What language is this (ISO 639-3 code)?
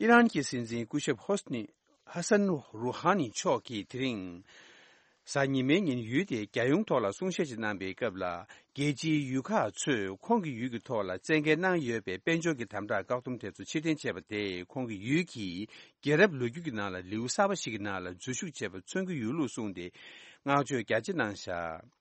bod